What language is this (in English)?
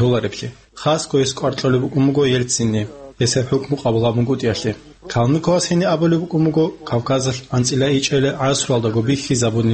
Avaric